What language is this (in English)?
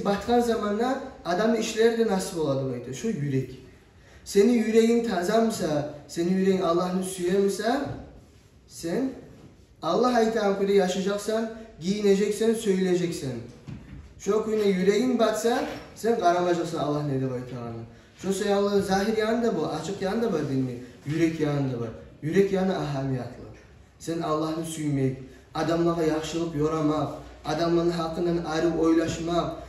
Kumyk